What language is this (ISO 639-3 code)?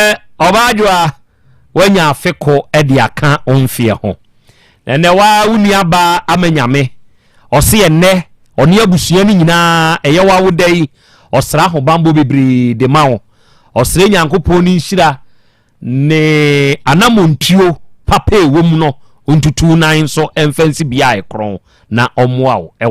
aka